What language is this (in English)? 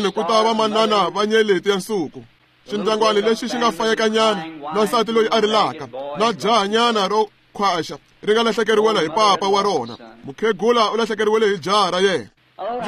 Tsonga